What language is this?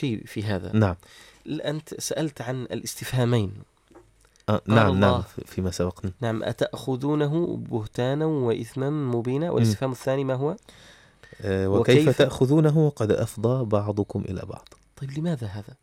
Arabic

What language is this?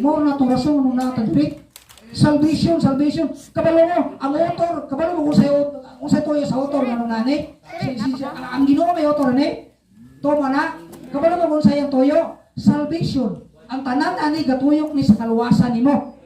Cebuano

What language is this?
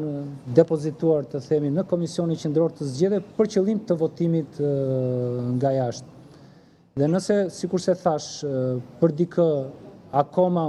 Albanian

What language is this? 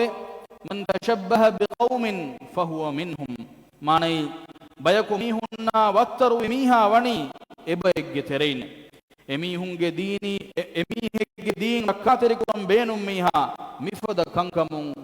Divehi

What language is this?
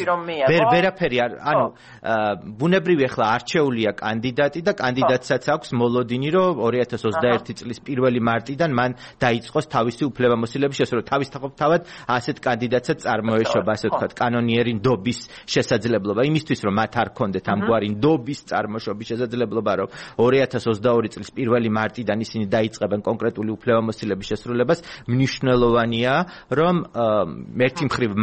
Georgian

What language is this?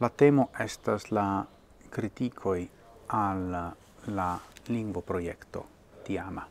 Esperanto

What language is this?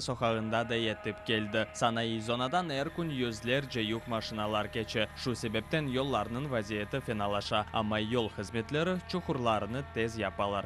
Crimean Tatar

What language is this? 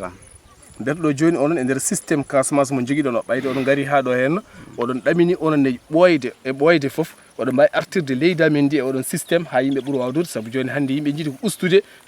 Fula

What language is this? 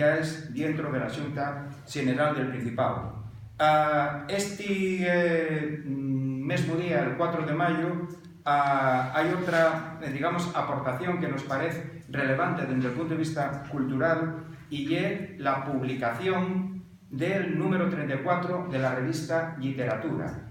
Asturian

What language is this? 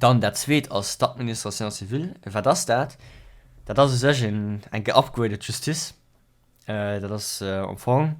Luxembourgish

